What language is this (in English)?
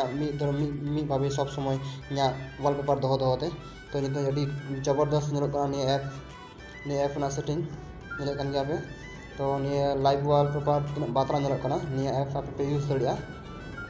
Santali